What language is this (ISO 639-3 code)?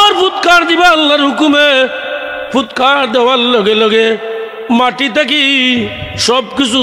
syl